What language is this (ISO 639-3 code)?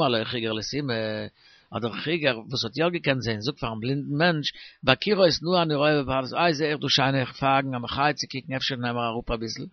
yid